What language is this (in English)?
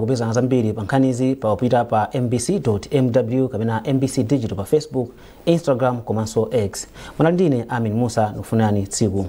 Nyanja